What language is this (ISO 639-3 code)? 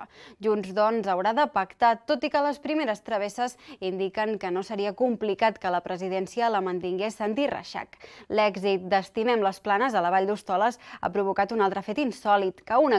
cat